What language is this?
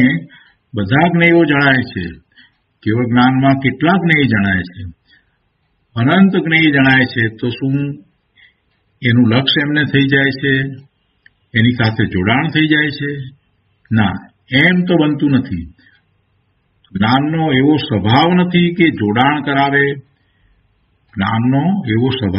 Gujarati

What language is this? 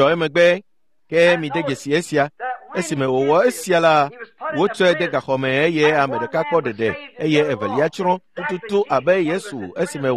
Ewe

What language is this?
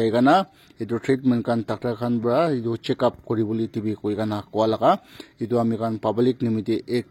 Naga Pidgin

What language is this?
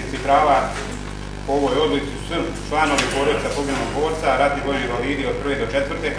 Bosnian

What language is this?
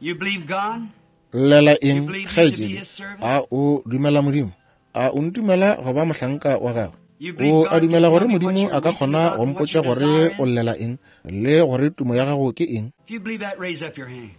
Northern Sotho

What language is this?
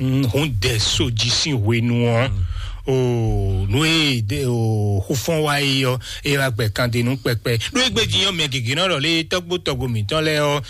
Fon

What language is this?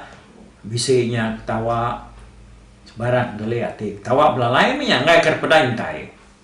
Iban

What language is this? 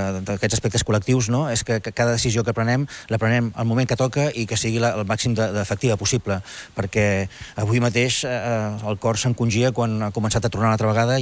Catalan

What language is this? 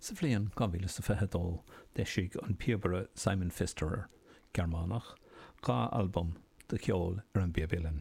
Irish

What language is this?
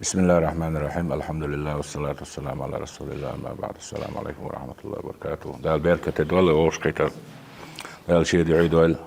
Chechen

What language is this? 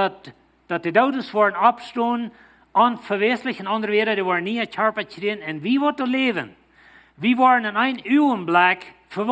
Plautdietsch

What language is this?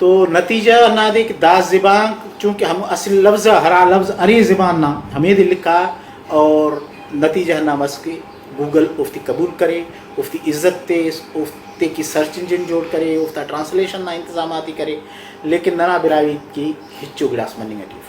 Brahui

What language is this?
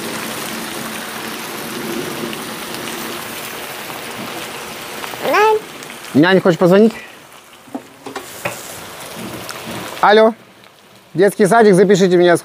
Russian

